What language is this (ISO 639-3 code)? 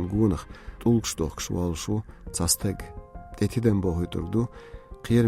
che